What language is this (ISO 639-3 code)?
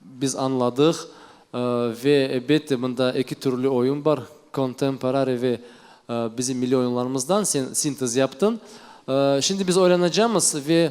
crh